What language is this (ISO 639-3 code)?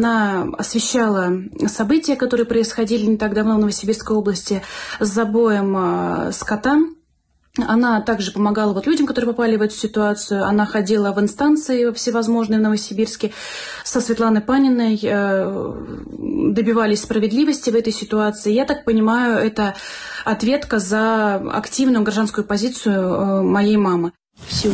rus